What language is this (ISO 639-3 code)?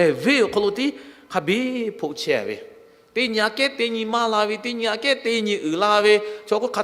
lhu